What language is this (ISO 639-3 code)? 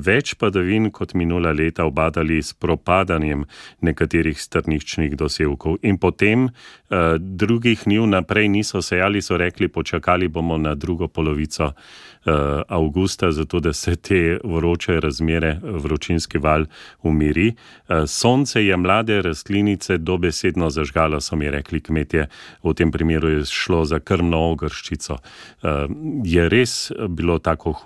slv